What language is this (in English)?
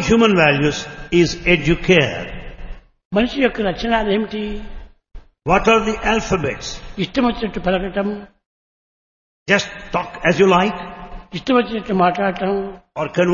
Telugu